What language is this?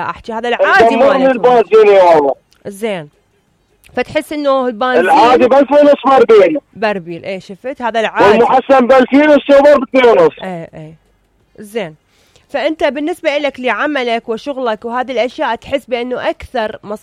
Mesopotamian Arabic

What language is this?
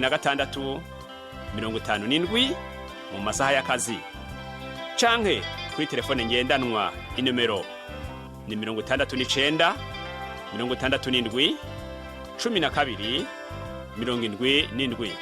Rundi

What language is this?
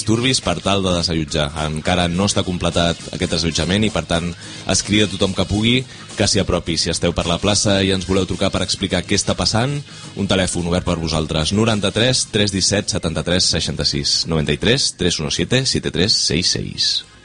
Catalan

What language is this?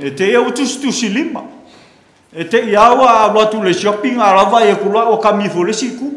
Samoan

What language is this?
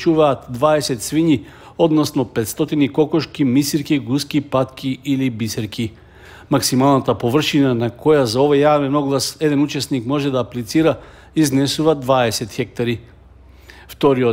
Macedonian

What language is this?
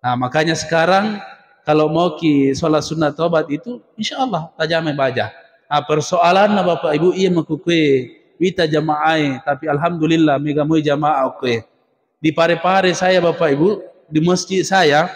Buginese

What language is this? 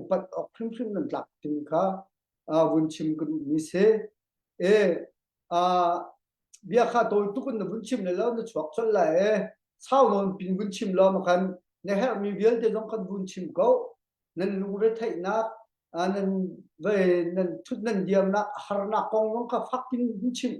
Hakha Chin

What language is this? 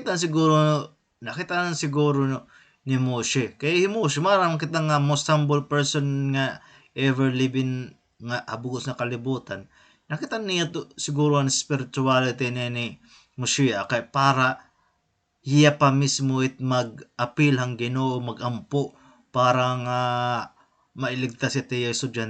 Waray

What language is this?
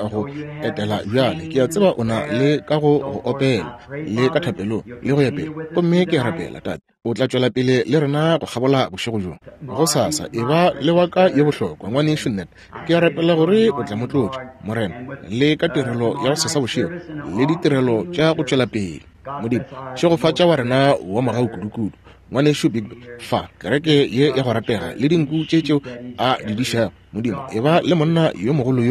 Northern Sotho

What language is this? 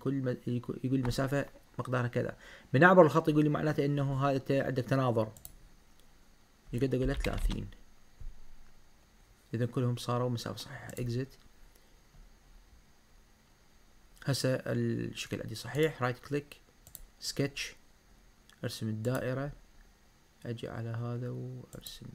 Mesopotamian Arabic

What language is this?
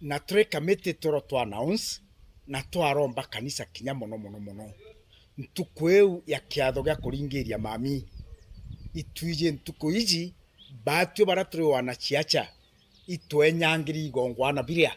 Meru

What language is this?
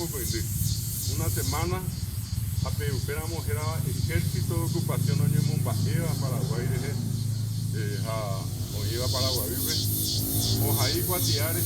Guarani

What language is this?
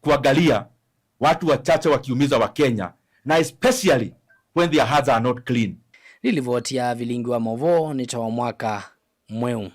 Kamba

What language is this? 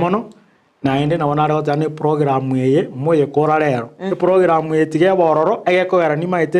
Gusii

